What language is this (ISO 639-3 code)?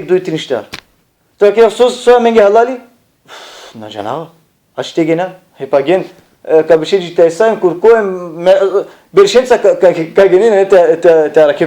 rmn